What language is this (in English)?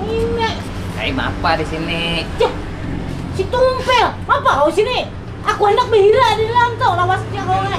Banjar